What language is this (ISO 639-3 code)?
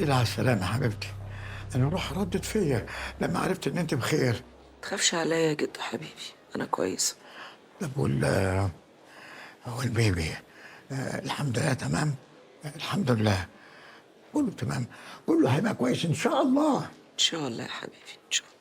arz